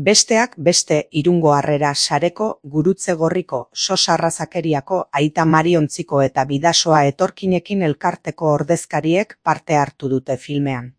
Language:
Basque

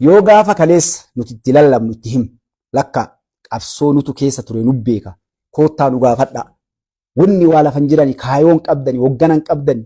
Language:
Oromo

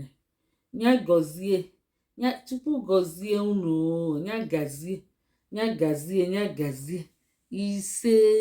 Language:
Igbo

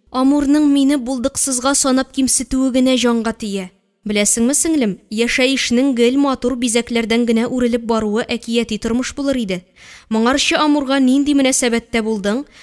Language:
Tatar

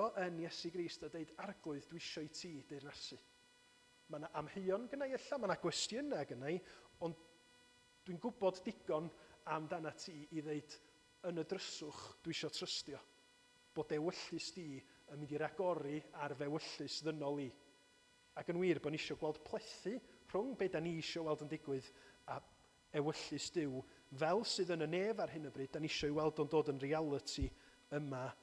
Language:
Welsh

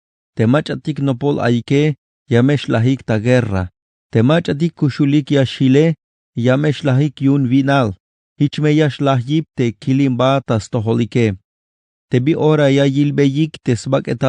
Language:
Tzeltal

